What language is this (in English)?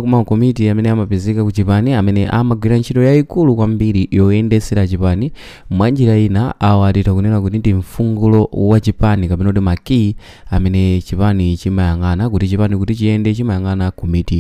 Nyanja